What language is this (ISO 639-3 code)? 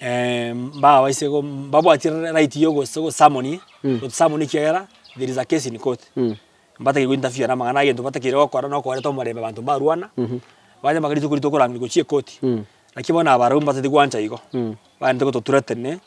guz